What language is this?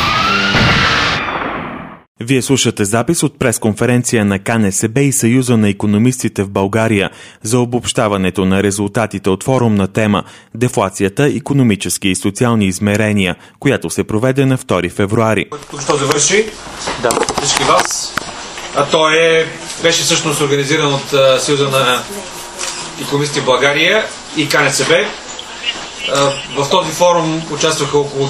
Bulgarian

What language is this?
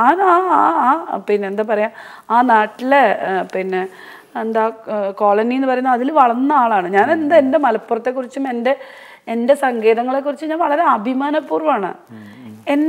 Malayalam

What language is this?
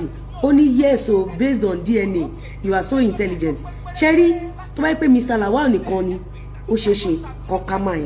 Yoruba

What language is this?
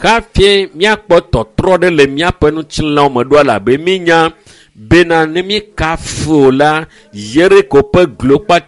Ewe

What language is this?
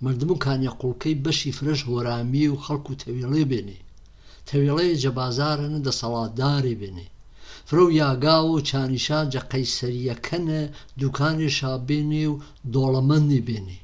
Gurani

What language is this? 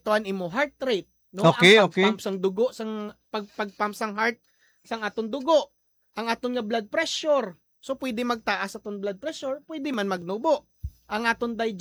Hiligaynon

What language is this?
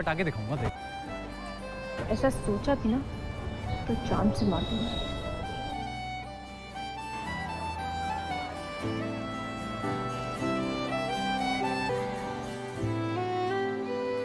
Hindi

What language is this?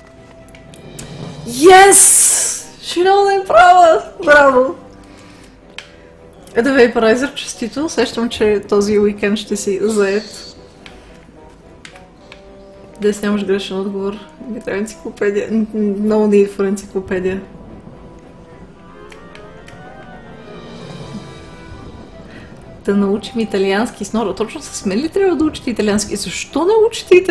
Bulgarian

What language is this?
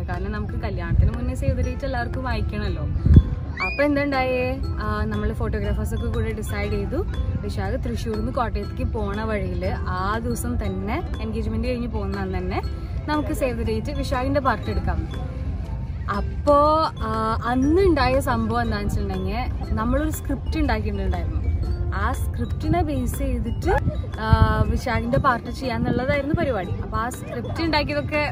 Malayalam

